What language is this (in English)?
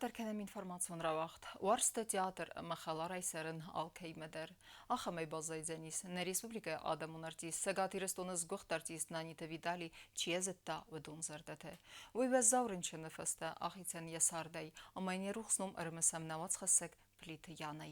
Ossetic